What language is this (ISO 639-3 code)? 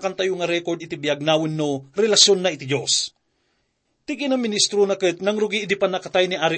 ilo